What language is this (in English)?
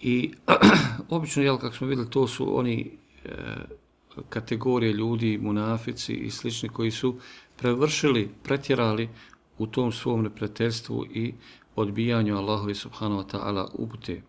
Bosnian